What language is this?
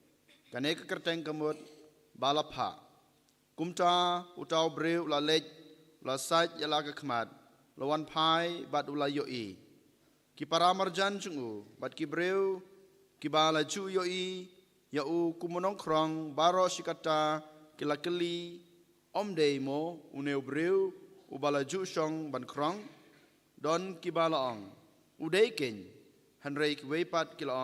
Khasi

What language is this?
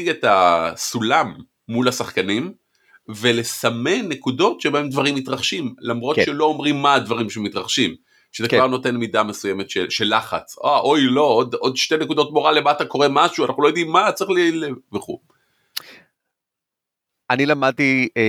Hebrew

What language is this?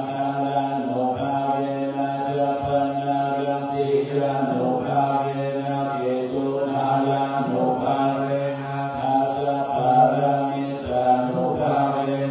Pali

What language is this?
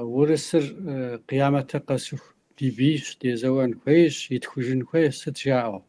Kabardian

